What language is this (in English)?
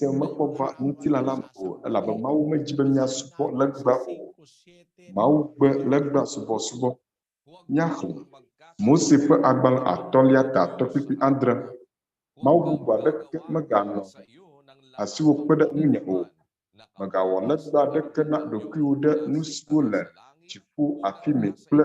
Ewe